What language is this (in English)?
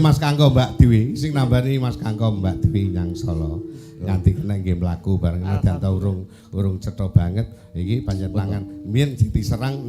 Javanese